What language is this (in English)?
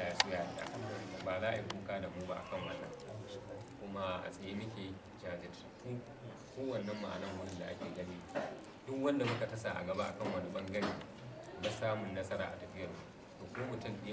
Hausa